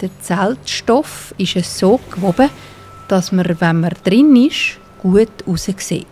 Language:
Swiss German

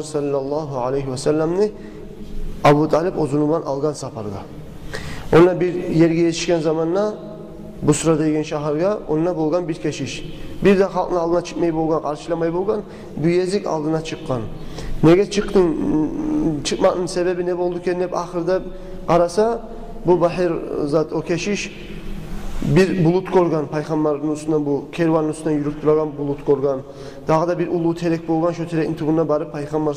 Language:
Kumyk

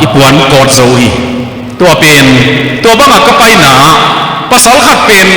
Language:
Tedim Chin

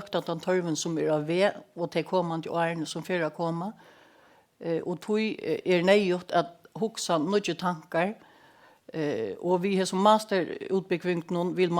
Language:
Faroese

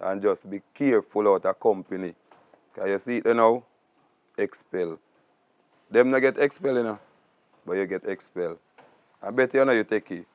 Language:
Jamaican Creole English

